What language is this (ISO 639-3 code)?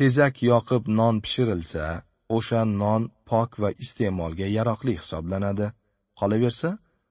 uzb